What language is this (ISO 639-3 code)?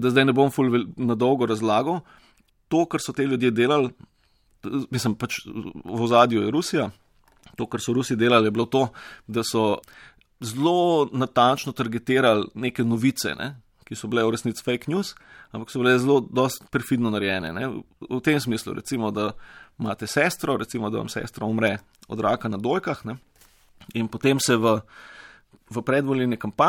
slv